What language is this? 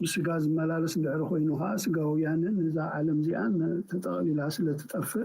Tigrinya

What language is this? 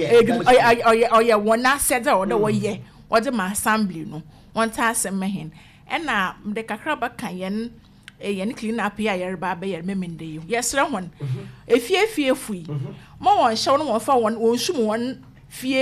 Akan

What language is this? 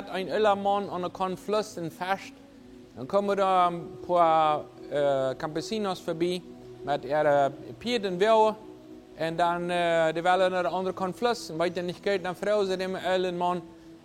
Plautdietsch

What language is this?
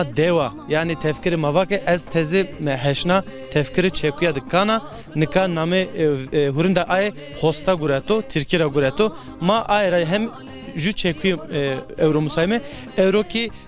Zaza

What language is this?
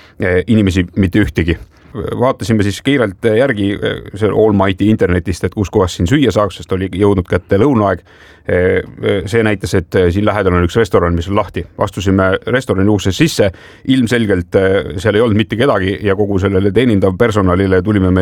Estonian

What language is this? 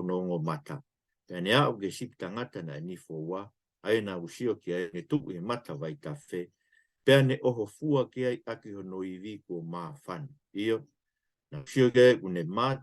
Tongan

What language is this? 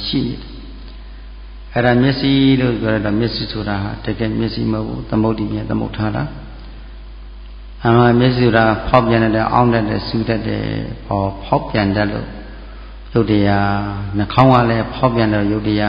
Burmese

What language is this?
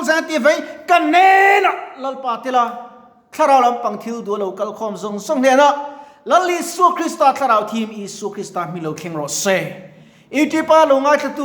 Mizo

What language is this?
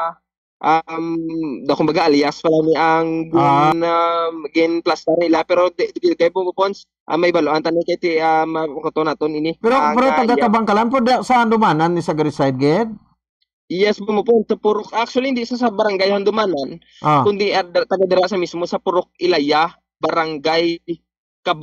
Hiligaynon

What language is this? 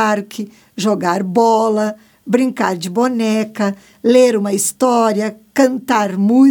Portuguese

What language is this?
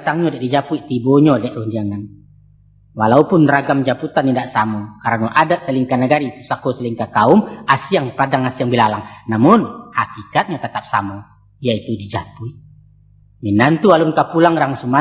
Minangkabau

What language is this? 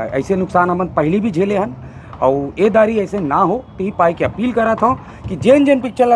Chhattisgarhi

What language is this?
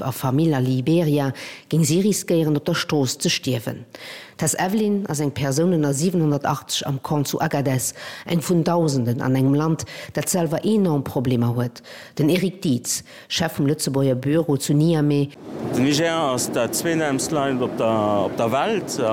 Luxembourgish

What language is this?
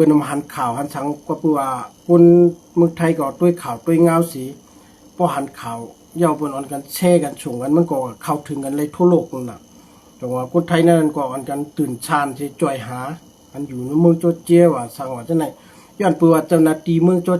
Shan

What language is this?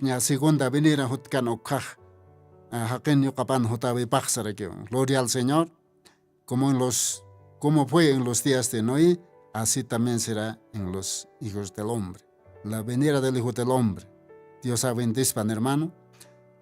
Aymara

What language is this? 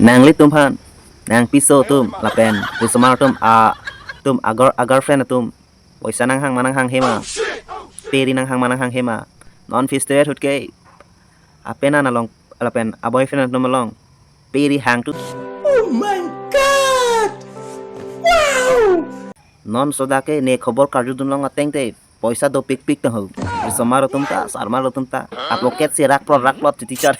Karbi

